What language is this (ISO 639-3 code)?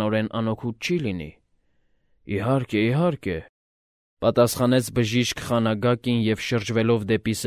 hye